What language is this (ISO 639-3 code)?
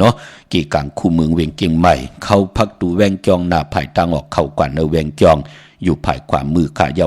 shn